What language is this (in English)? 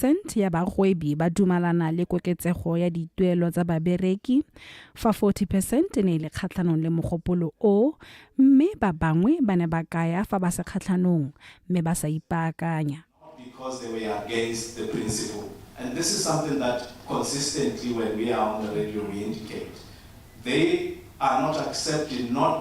Tswana